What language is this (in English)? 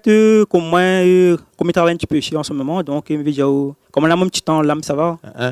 Réunion Creole French